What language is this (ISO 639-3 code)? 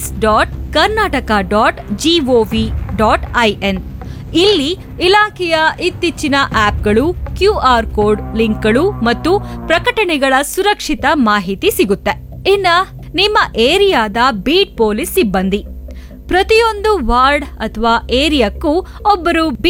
kan